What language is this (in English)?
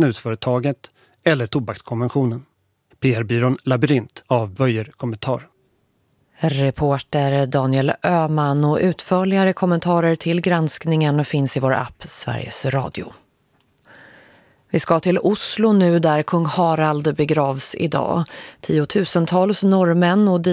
Swedish